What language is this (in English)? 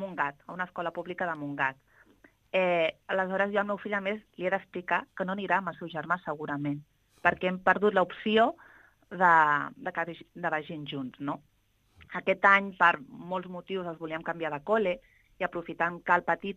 Catalan